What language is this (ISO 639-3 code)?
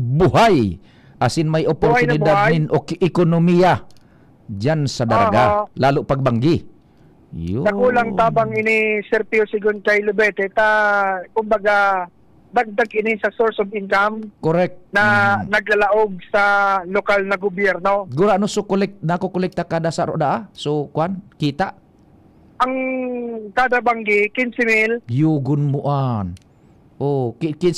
bik